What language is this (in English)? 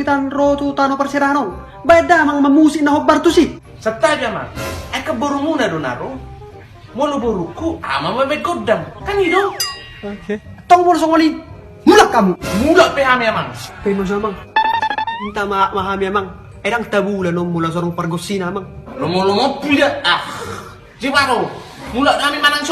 Batak Toba